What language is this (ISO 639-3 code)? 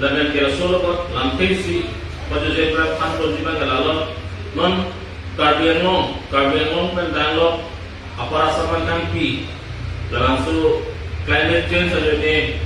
mjw